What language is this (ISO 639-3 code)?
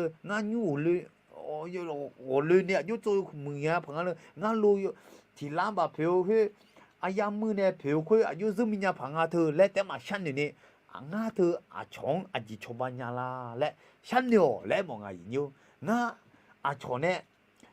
ahk